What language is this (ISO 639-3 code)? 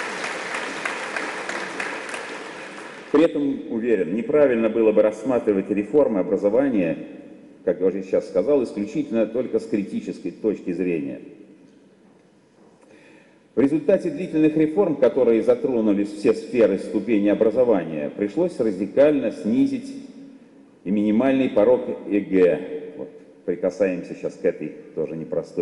rus